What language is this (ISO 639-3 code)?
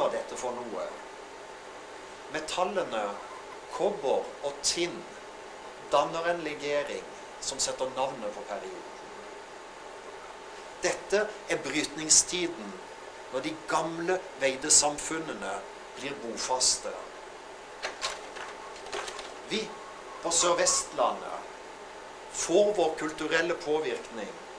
nor